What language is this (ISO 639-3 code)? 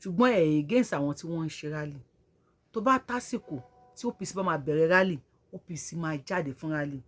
yor